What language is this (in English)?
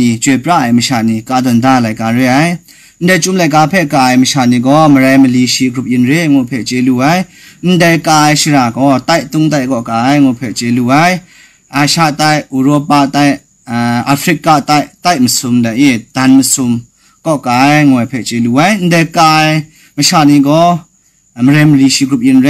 Kachin